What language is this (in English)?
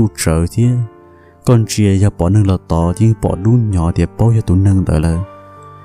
Hmong